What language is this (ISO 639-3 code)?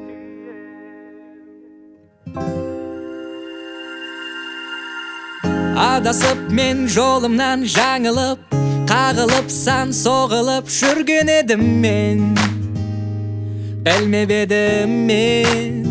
kaz